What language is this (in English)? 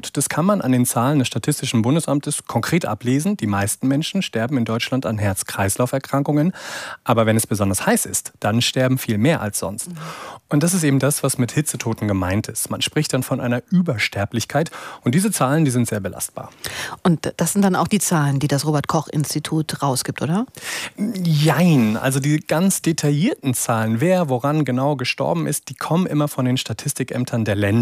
German